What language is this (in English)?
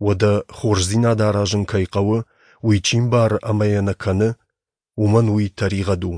Ossetic